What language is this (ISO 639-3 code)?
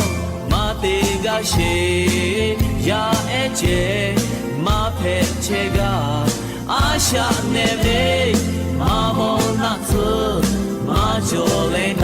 lhu